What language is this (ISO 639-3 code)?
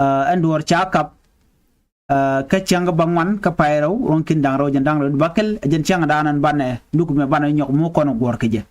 nus